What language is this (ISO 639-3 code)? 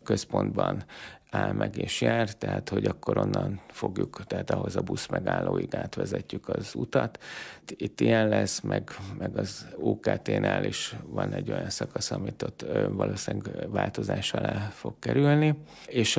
hun